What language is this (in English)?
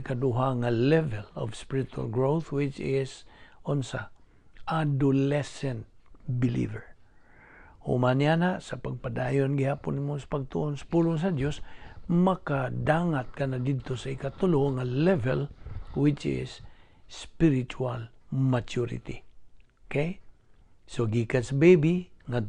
Cebuano